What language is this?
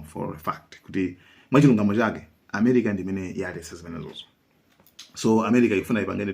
Nyanja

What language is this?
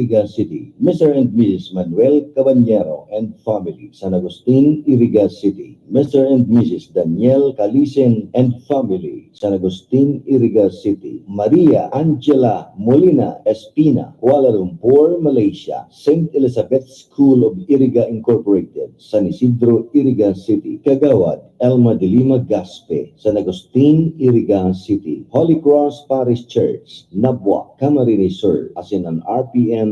Bikol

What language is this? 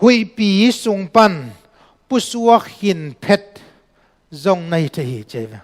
Tedim Chin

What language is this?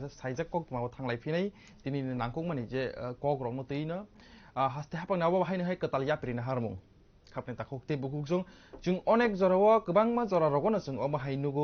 Kok Borok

